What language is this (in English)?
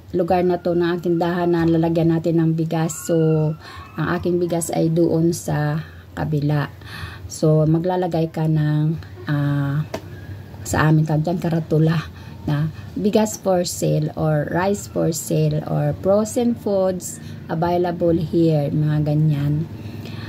Filipino